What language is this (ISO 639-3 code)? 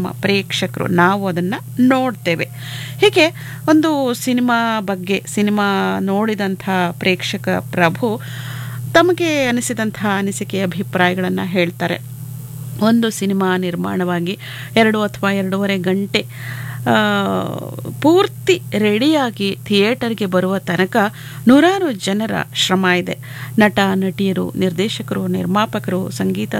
kan